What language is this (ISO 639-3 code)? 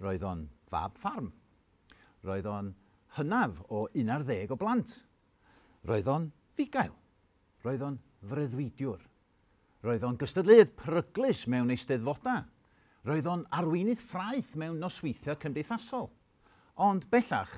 cym